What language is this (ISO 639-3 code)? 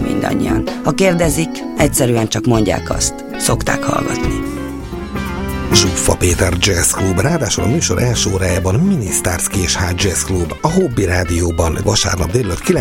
hun